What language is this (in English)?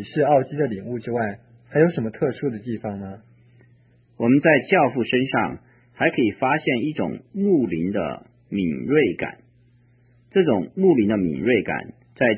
Chinese